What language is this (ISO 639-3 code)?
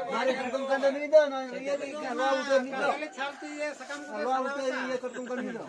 sat